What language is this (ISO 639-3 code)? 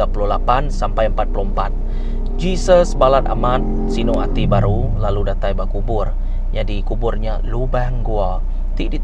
iba